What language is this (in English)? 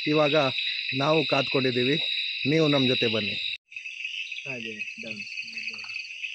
Kannada